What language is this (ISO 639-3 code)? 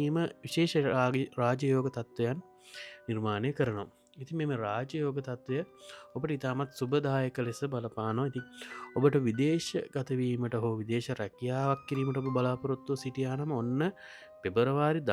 sin